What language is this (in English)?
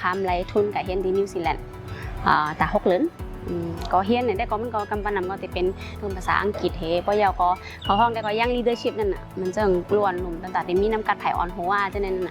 Shan